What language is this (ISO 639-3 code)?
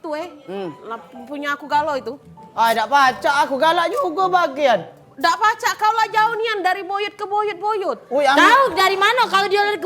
mui